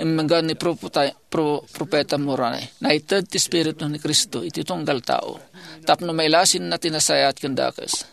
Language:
Iloko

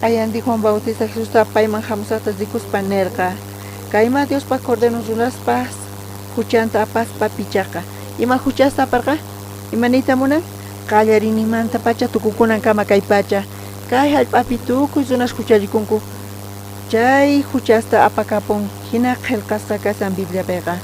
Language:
South Bolivian Quechua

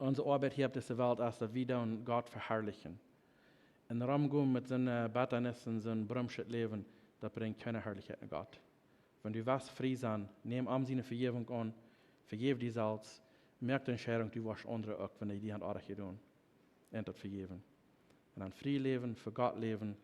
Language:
Plautdietsch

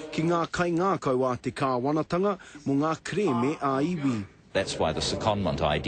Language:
Māori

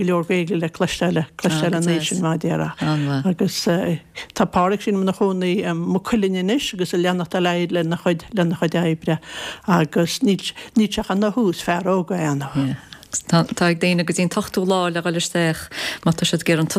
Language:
Irish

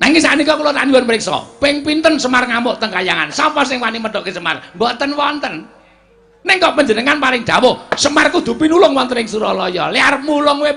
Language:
Javanese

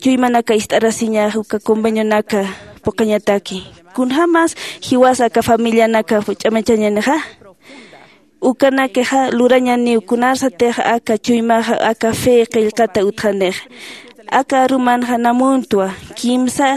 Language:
Aymara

